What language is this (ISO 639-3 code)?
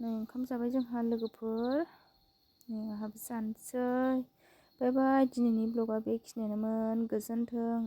brx